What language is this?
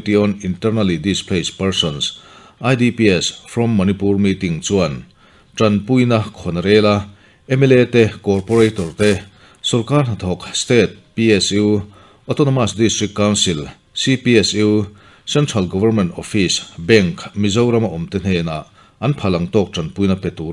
Mizo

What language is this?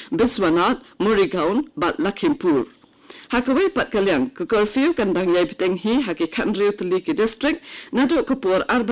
Khasi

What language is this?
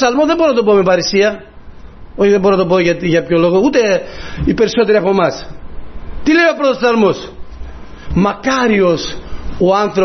Greek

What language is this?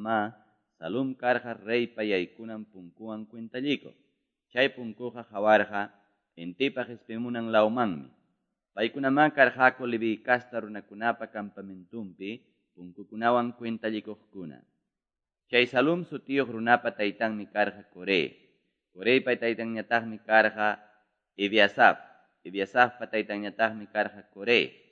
Quechua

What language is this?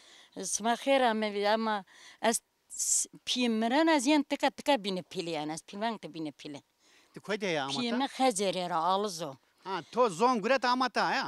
Zaza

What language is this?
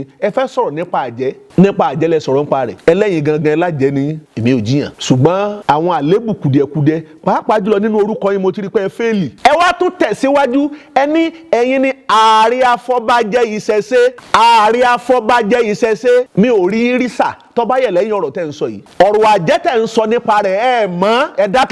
Yoruba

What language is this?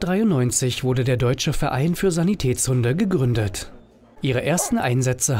German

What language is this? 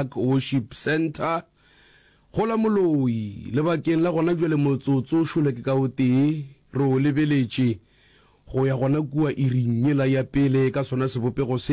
Northern Sotho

